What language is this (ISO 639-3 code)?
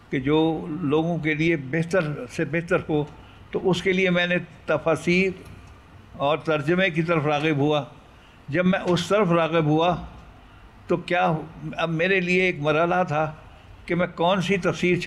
urd